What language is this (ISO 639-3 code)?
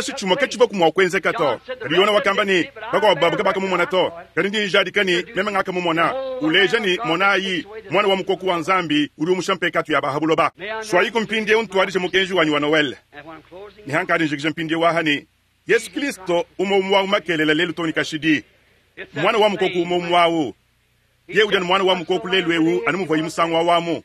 lua